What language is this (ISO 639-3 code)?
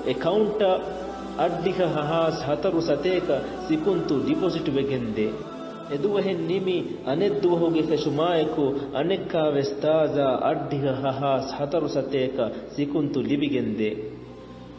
div